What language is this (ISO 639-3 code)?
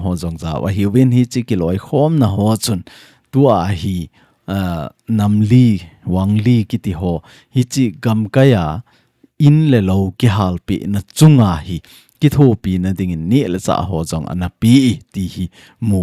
tcz